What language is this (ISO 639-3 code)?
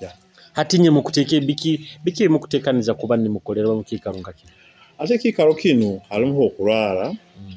nyo